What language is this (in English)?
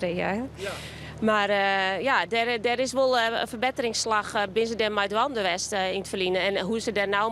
Western Frisian